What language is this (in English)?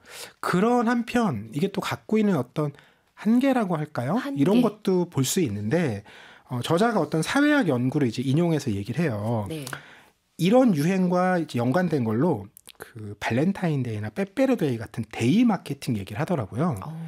Korean